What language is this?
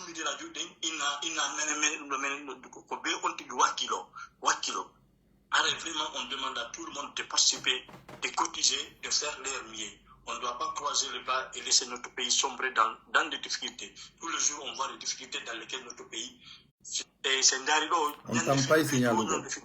Pular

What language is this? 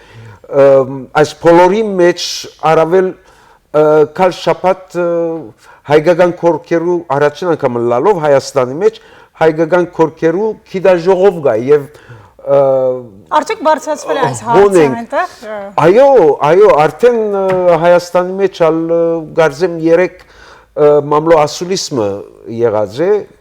Western Armenian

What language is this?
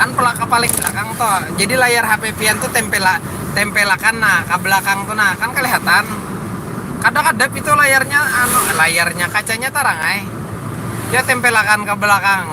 Banjar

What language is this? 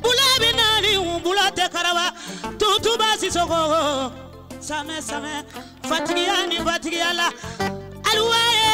Bambara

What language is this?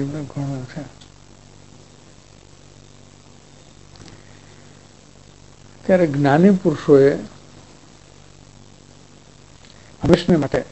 Gujarati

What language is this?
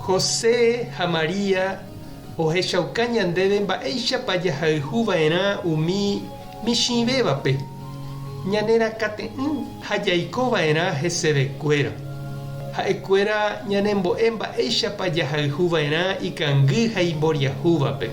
Guarani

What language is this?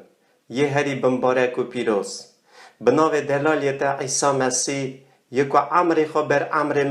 Kurdish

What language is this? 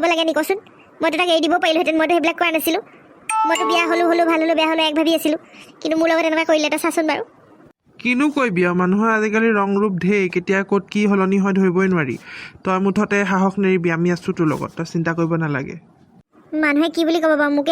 Assamese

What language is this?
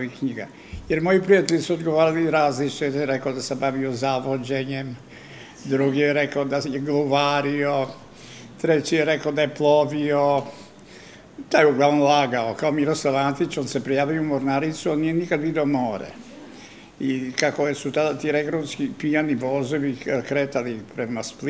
Serbian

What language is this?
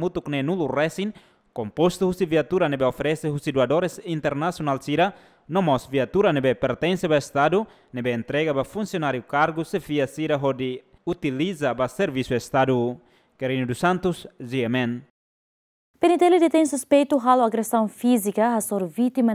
Tetum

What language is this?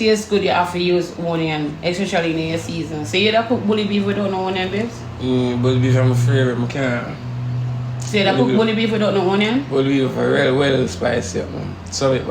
Jamaican Creole English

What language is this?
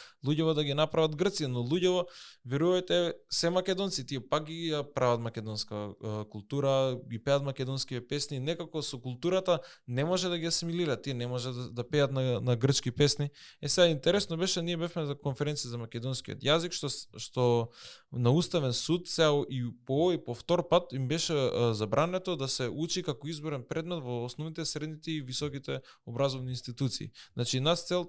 Macedonian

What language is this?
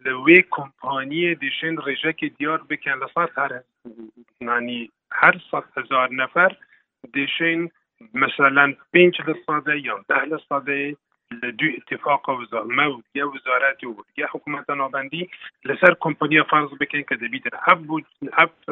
Kurdish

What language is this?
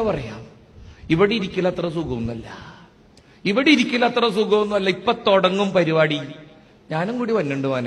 Malayalam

